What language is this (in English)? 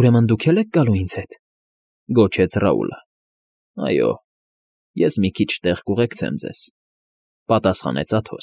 Armenian